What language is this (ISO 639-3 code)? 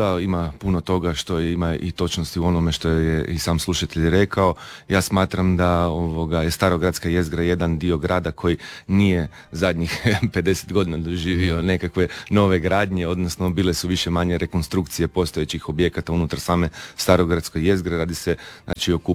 hrv